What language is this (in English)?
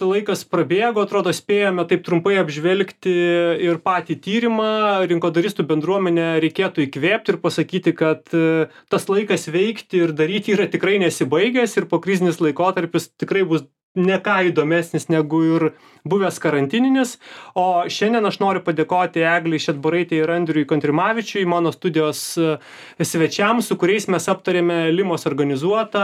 Lithuanian